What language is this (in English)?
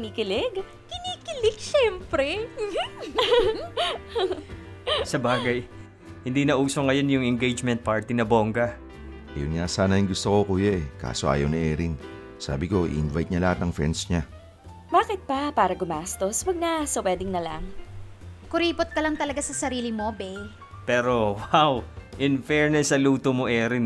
Filipino